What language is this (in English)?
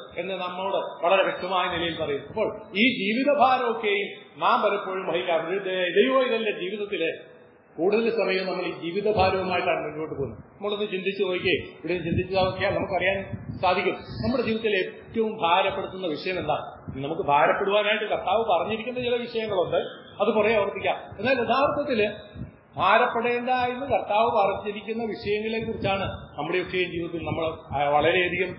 Malayalam